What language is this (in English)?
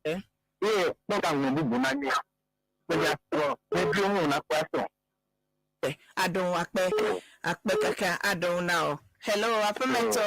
Ewe